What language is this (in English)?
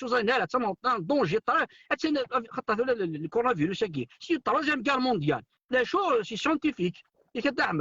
Kabyle